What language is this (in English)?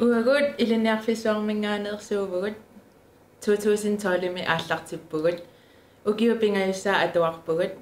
Kalaallisut